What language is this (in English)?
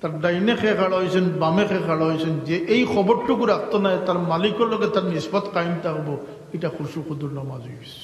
Sylheti